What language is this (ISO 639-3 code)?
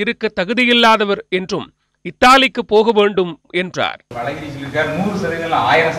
tam